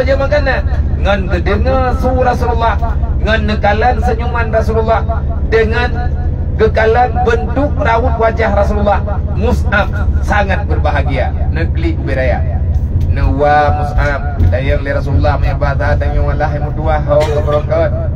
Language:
Achinese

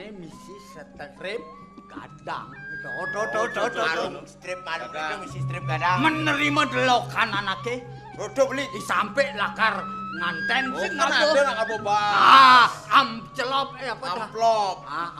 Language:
Balinese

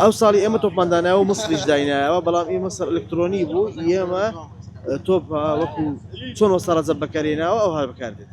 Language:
Central Kurdish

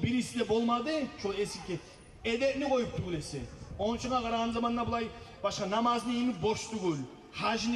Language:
Kumyk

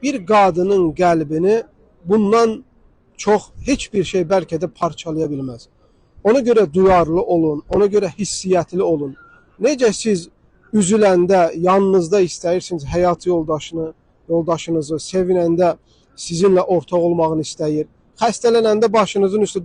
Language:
Azerbaijani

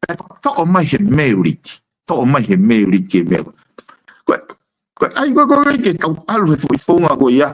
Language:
Tongan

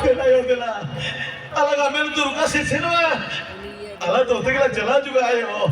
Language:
Santali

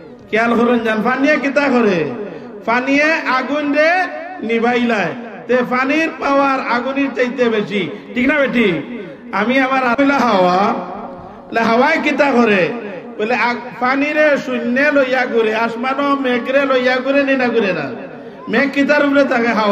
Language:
Sylheti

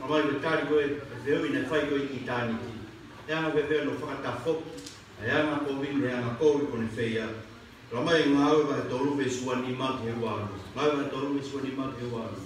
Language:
Tongan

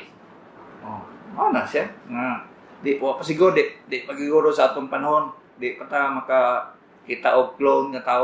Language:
Cebuano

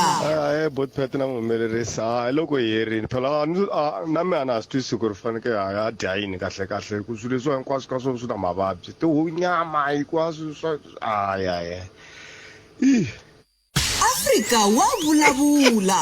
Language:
Tsonga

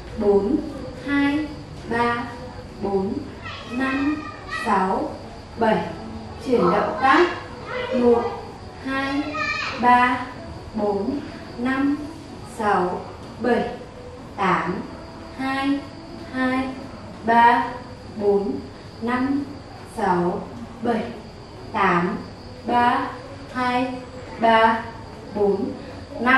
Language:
Vietnamese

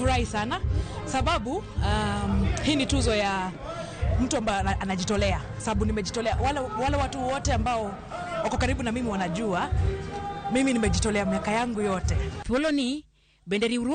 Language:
Luo (Kenya and Tanzania)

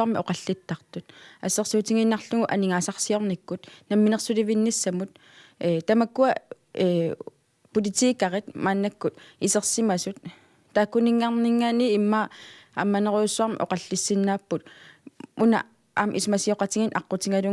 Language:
Kalaallisut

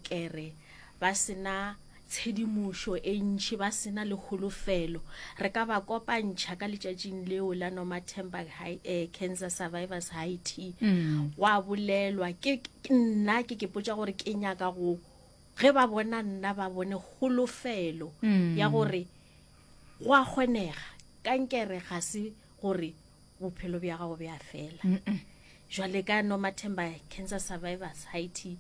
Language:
Northern Sotho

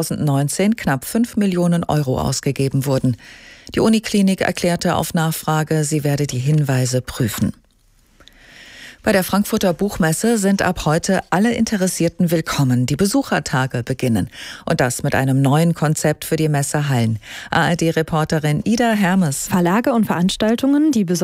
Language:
German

